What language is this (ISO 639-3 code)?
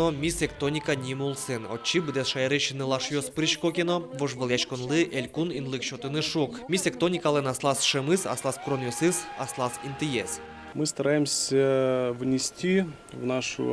udm